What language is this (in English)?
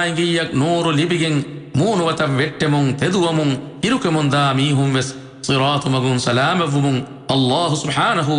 Divehi